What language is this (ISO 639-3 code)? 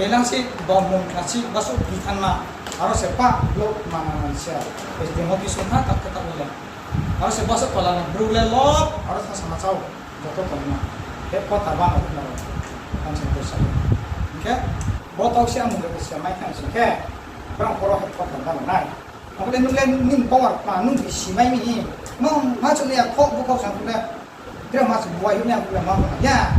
ria